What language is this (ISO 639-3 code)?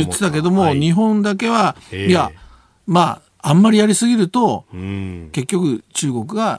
jpn